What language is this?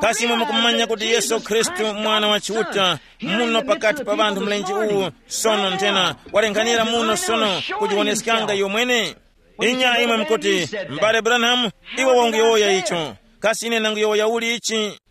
Tumbuka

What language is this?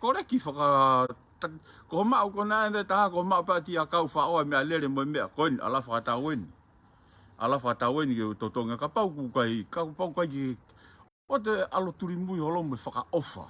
Tongan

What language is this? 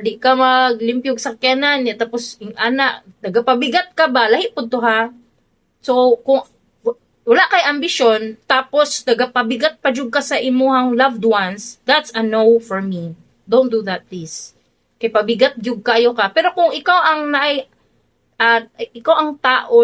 Cebuano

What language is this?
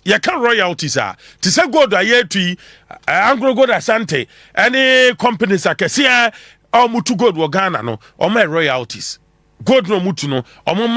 Akan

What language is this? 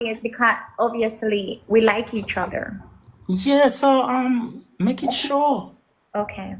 Jamaican Creole English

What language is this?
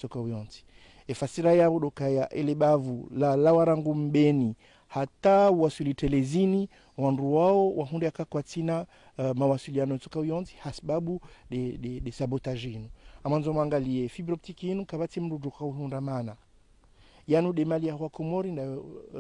Ngazidja Comorian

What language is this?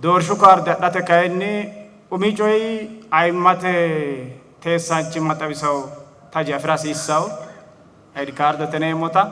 Sidamo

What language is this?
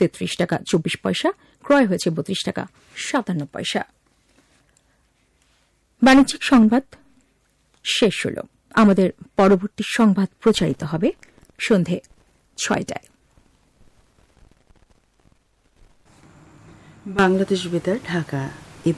Bangla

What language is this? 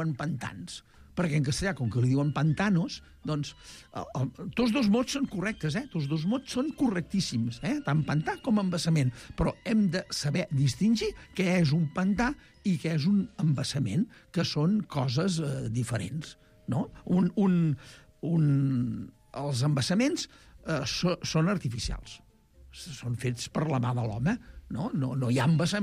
Catalan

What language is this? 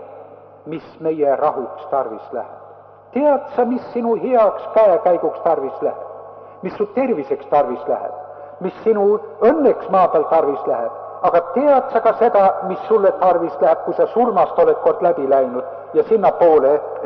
Estonian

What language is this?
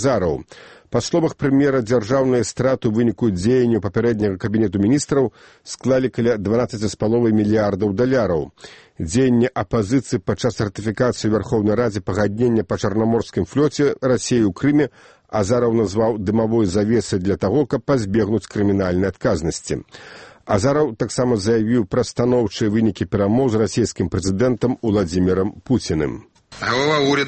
Belarusian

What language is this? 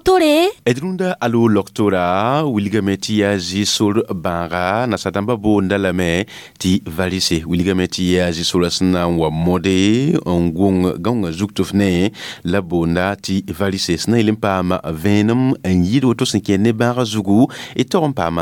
Mossi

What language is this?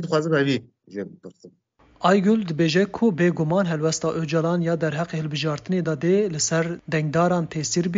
Kurdish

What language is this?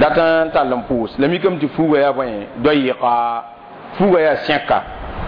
Mossi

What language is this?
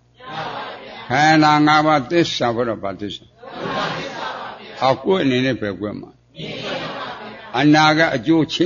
Burmese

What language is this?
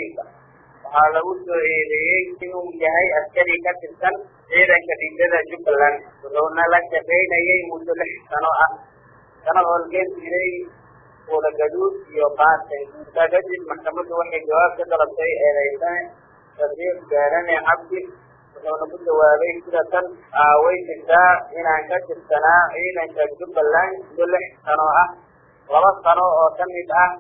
Somali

